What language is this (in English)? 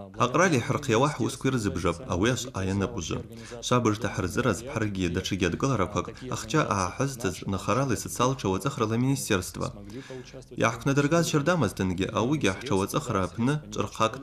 Abkhazian